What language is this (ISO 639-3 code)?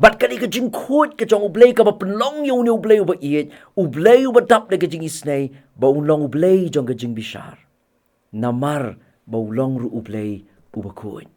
kha